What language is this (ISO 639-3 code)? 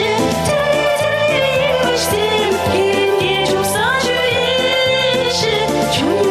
chv